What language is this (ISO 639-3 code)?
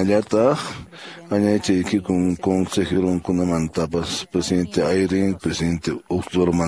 que